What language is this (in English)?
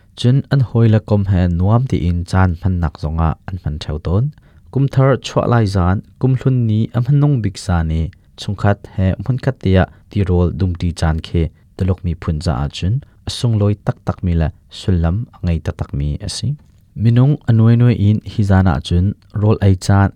Hakha Chin